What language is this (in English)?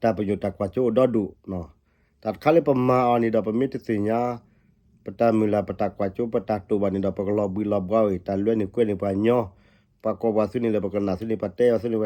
S'gaw Karen